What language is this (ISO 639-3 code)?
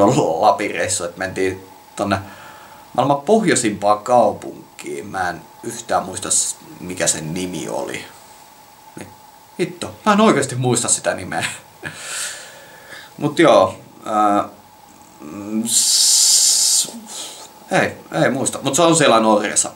fin